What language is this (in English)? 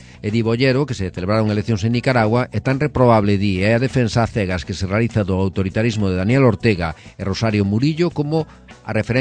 Galician